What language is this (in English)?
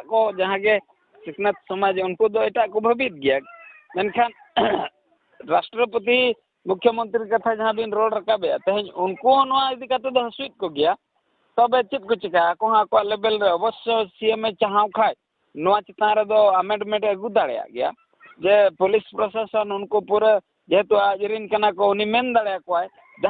Santali